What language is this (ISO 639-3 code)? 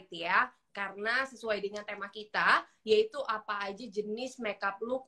ind